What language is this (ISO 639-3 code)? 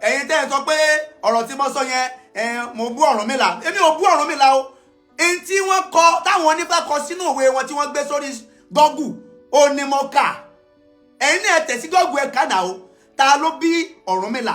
yor